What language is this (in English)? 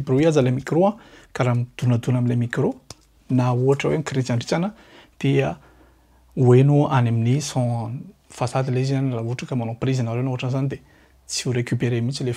Malagasy